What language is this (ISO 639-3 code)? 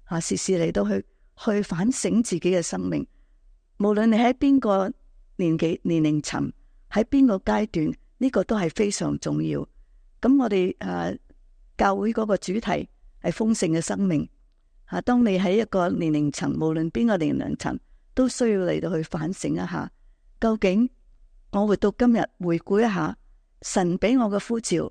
yue